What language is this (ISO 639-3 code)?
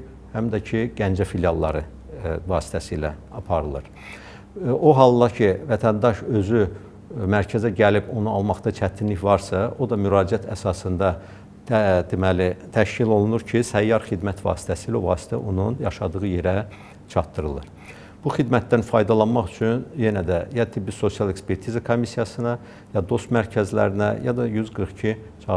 aze